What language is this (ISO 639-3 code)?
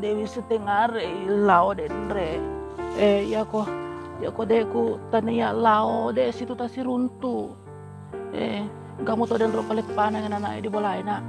bug